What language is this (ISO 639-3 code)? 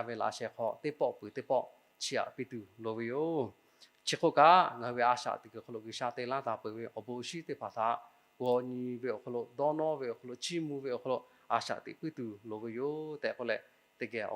lhu